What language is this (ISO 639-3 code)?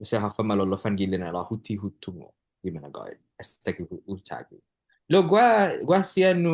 cha